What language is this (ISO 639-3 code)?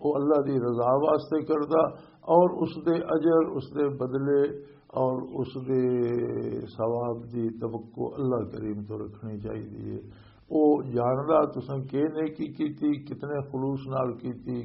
lah